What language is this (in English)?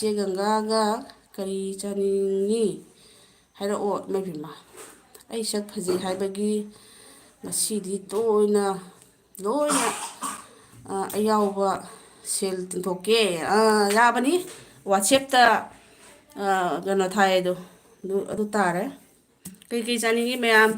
Manipuri